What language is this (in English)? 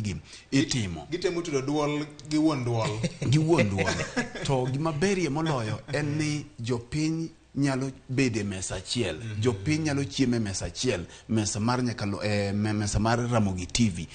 Luo (Kenya and Tanzania)